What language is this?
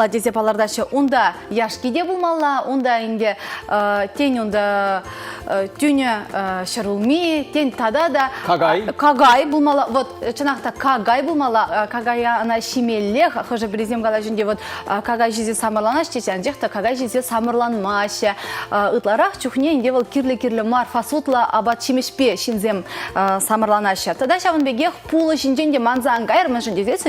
Chuvash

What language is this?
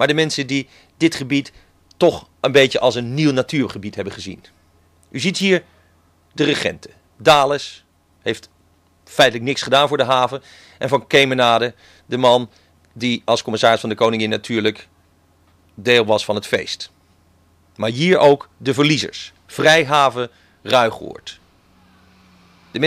Dutch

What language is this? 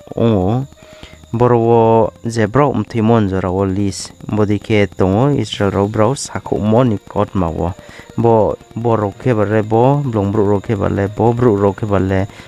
Riang (India)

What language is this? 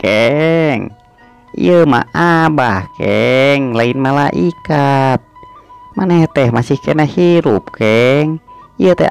Sundanese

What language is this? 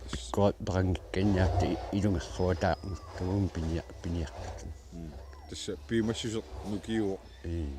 Kalaallisut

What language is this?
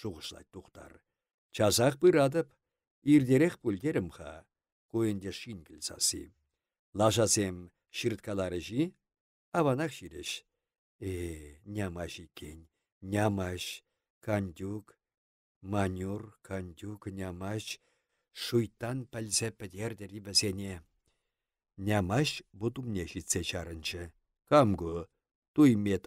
Chuvash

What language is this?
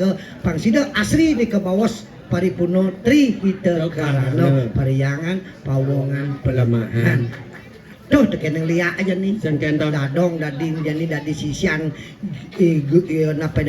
Balinese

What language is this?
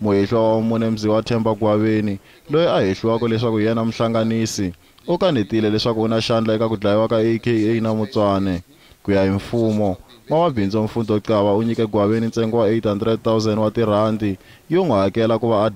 Tsonga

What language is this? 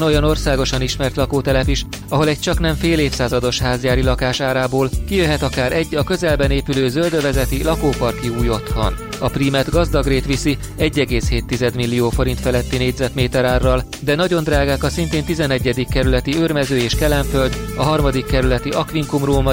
Hungarian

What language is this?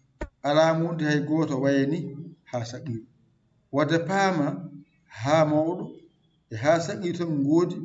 Fula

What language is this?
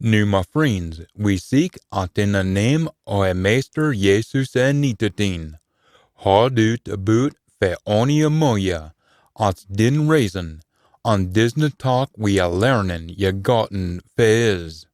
Scots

